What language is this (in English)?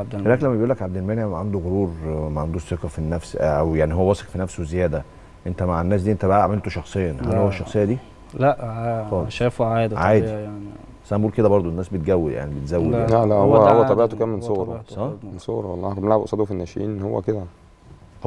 Egyptian Arabic